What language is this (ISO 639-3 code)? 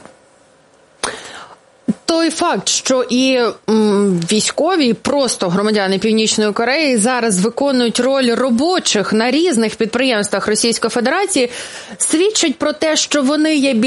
ukr